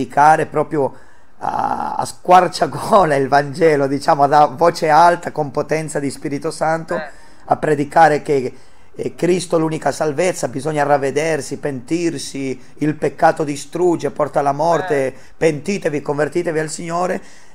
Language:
Italian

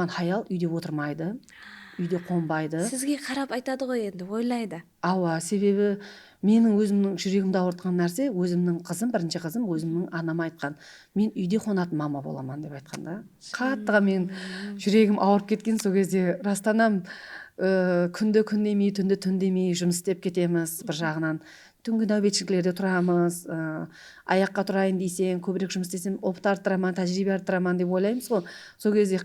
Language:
Kara-Kalpak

